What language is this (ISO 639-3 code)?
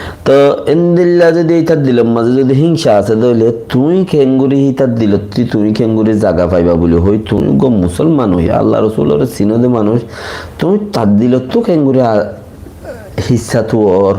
rhg